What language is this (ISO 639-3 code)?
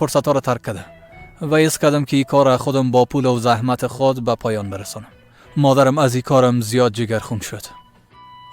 fas